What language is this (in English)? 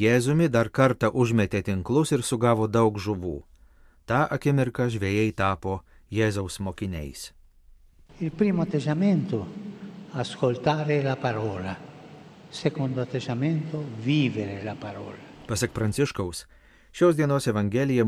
Lithuanian